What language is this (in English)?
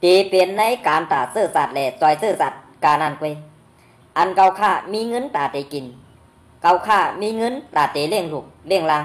Shan